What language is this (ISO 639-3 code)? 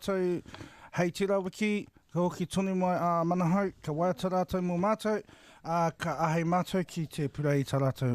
mri